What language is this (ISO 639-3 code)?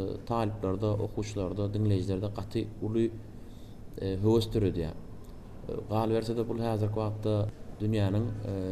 tuk